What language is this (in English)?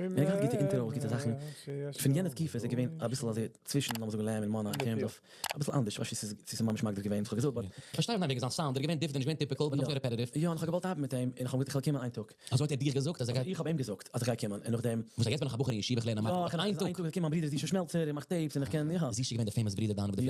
Yiddish